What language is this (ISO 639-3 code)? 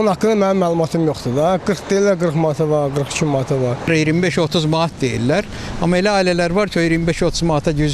aze